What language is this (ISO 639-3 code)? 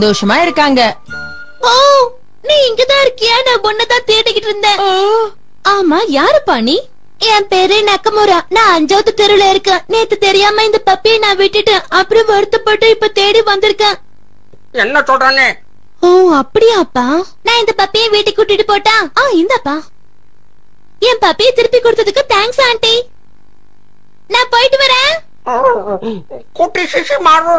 tam